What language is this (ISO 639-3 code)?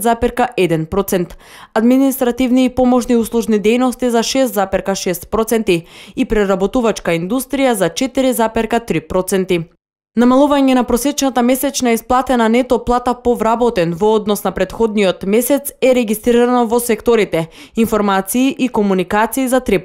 mkd